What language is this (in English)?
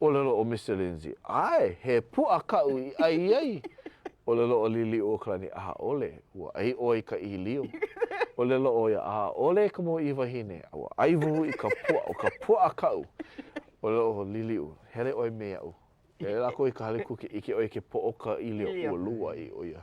Hawaiian